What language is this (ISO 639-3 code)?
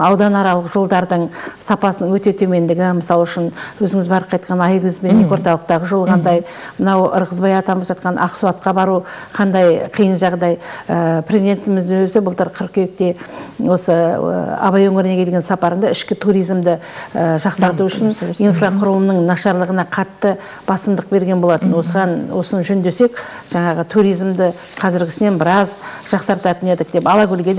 kaz